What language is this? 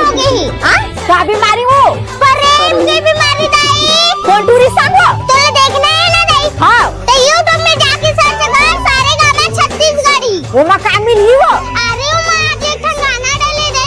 Chhattisgarhi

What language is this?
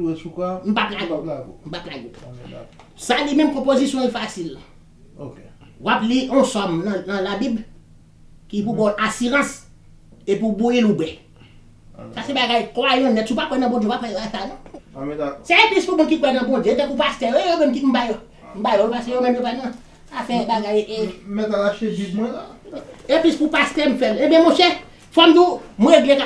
Haitian Creole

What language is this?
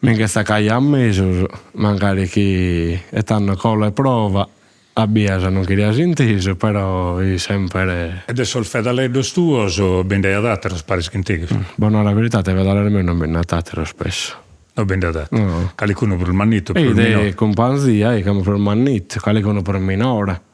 Sardinian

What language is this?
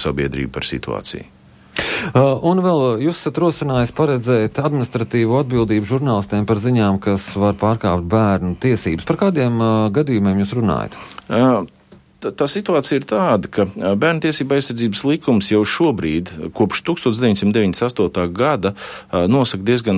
Latvian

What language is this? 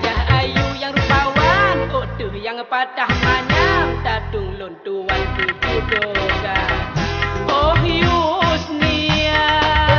Achinese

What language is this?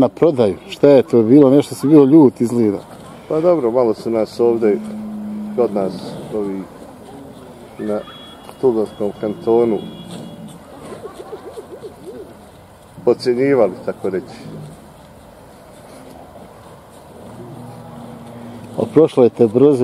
Bosnian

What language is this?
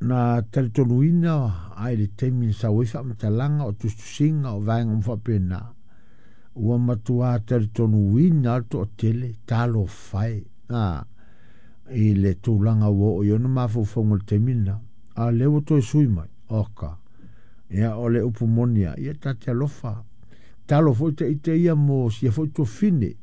Samoan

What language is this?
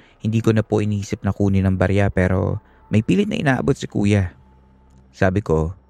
Filipino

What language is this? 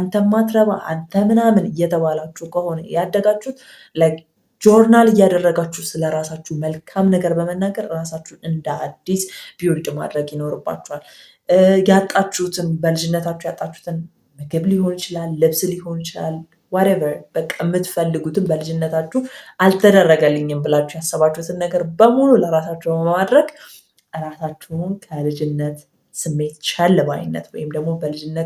Amharic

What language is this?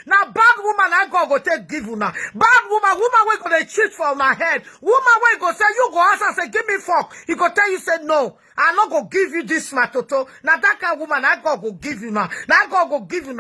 Nigerian Pidgin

